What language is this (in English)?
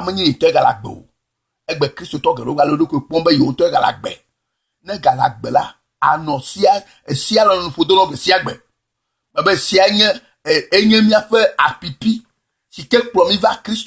Ewe